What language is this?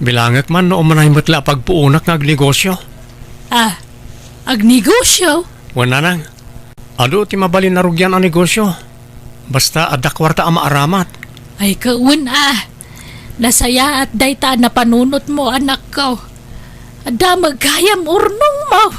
Iloko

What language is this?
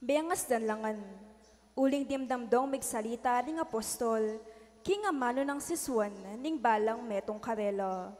Pampanga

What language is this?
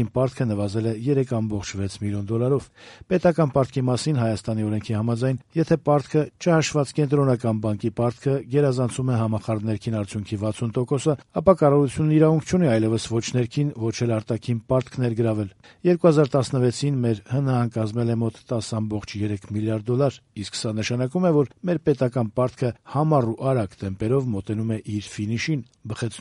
Armenian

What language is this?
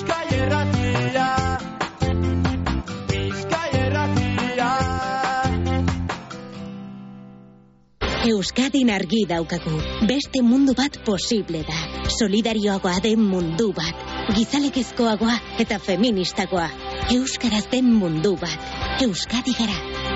Basque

